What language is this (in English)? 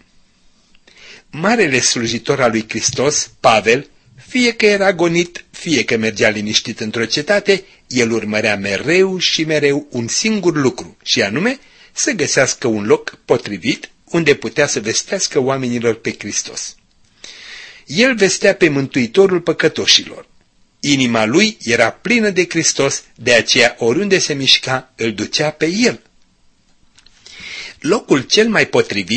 Romanian